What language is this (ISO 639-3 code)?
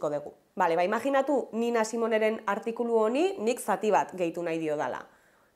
eus